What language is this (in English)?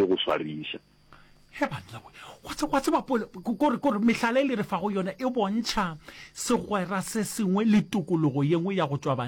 Northern Sotho